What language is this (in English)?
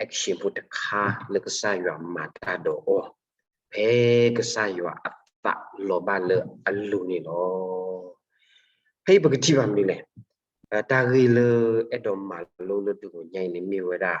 S'gaw Karen